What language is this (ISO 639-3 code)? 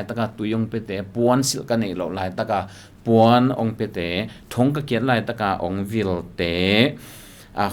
ctd